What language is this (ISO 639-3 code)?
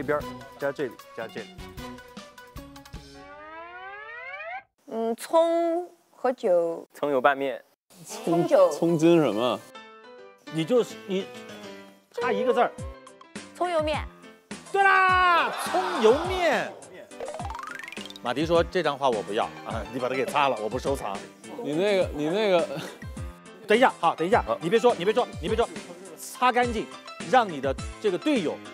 zho